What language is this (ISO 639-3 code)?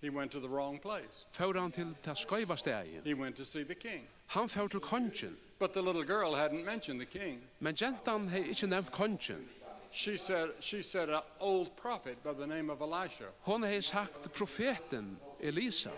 fao